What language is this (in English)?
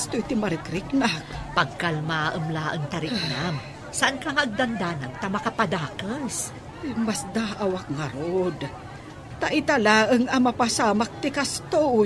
Iloko